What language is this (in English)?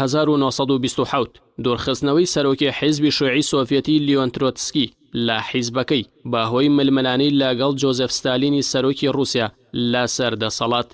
Central Kurdish